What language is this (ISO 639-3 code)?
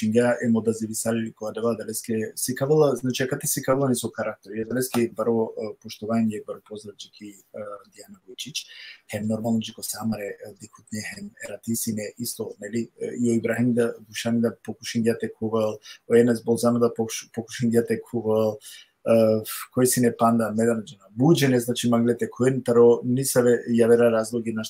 rmn